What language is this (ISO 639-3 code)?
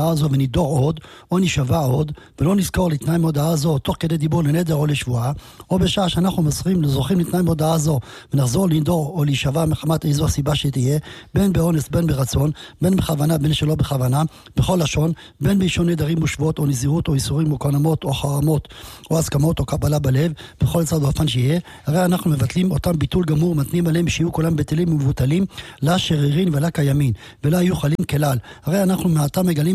heb